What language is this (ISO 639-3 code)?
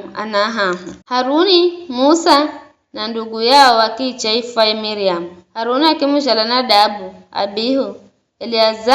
nyf